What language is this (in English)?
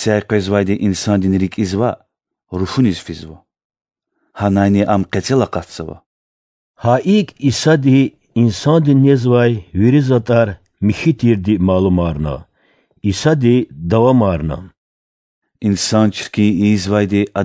Lezghian